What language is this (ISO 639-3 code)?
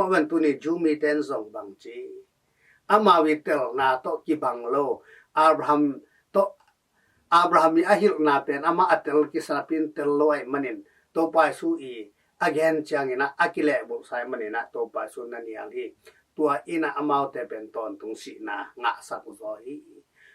ctd